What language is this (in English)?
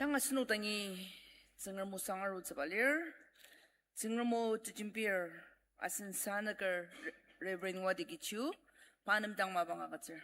Ao Naga